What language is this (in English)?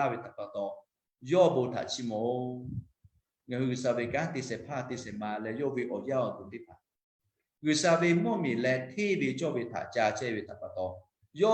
Lahu